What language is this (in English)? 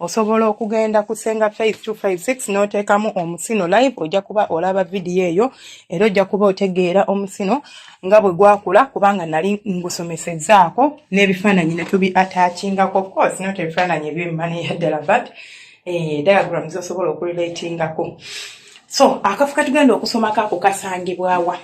Ganda